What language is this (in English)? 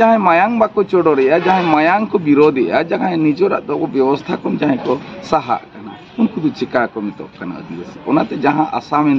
Santali